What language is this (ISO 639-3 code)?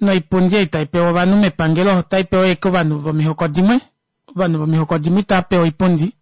kua